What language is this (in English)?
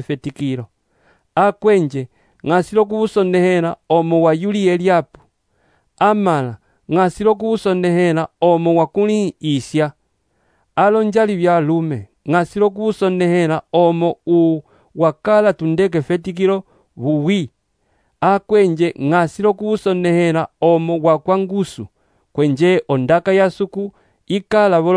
Umbundu